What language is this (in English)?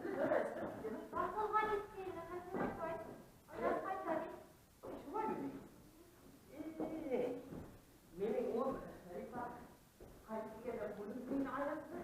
Bashkir